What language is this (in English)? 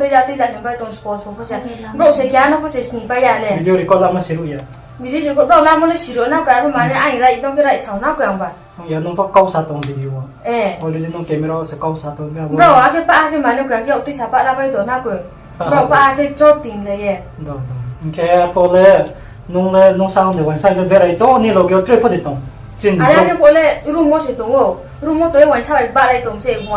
Riang (India)